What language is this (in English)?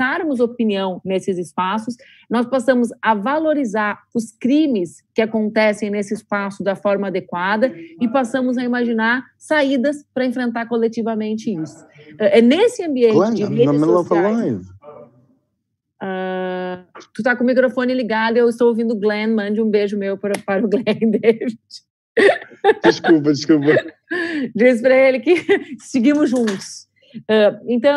Portuguese